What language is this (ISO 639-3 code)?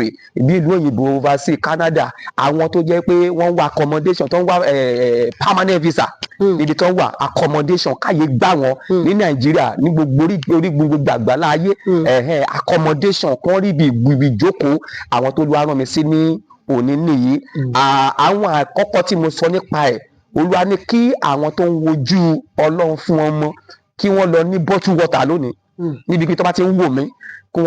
yor